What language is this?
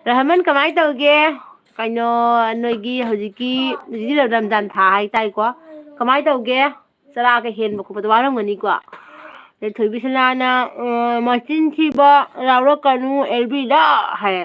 Manipuri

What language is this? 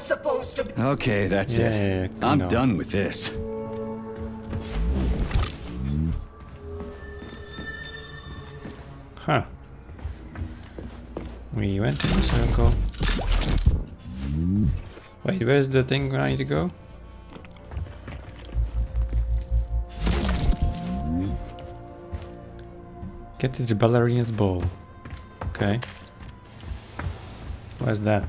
English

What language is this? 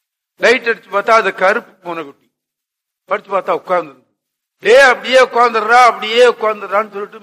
Tamil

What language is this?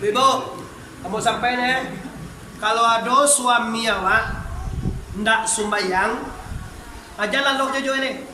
Minangkabau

